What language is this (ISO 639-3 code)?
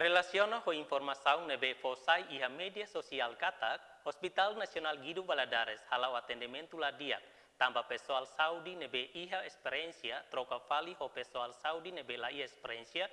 tet